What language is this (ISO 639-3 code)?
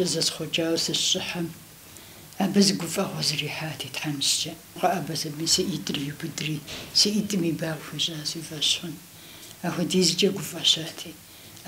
kbd